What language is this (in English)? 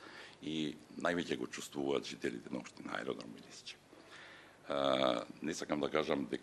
Macedonian